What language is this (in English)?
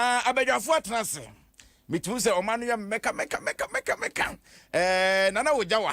Akan